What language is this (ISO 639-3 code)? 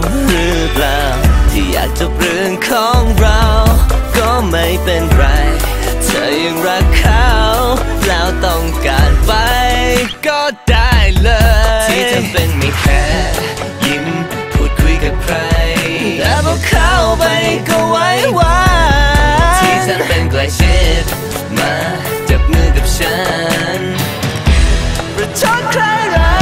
tha